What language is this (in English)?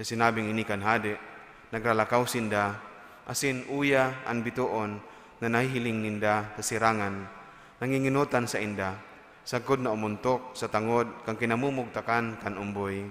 Bikol